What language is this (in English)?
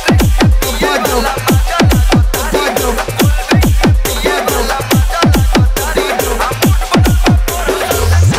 Bhojpuri